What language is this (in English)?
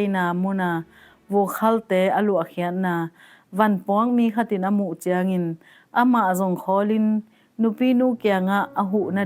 Tedim Chin